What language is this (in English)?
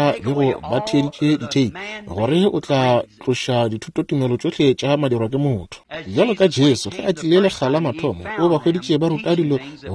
Northern Sotho